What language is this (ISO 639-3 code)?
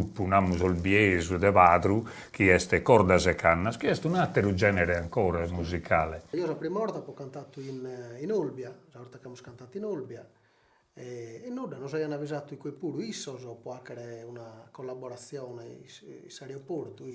srd